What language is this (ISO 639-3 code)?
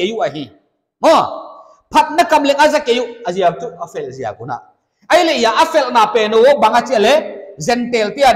pck